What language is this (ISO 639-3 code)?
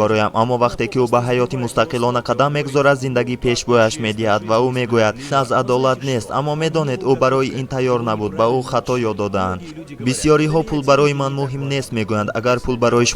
tgk